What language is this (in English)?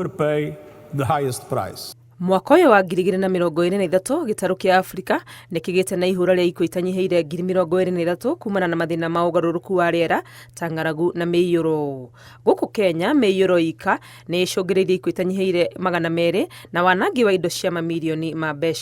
Kikuyu